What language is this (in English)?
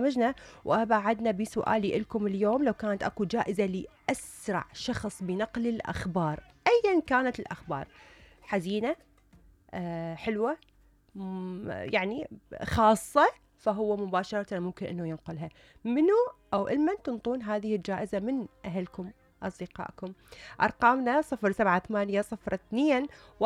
Mesopotamian Arabic